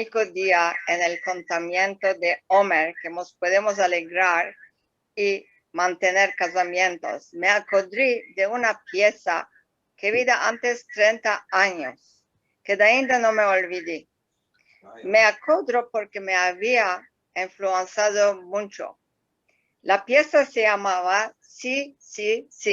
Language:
Ladino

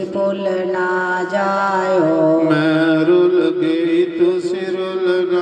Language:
Dogri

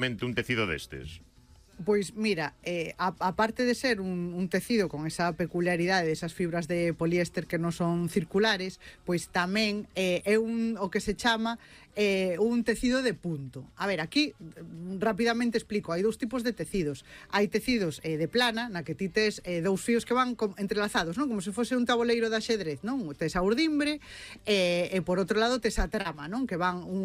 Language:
Galician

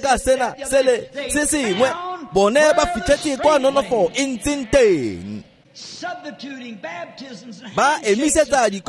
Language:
Tswana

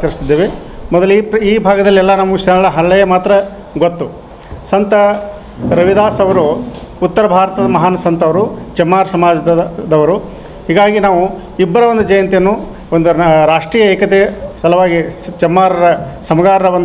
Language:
Kannada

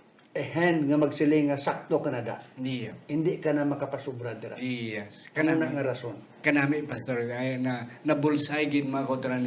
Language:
Hiligaynon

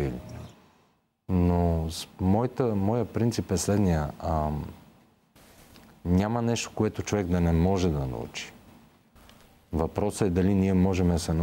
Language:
Bulgarian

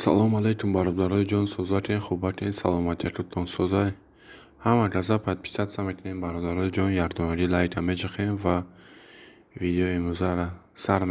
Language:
Tajik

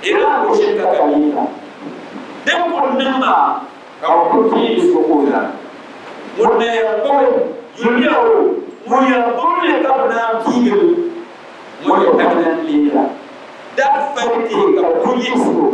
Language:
Dagbani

